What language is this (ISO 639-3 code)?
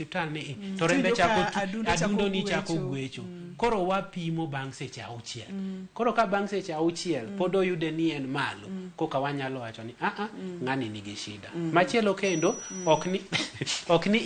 luo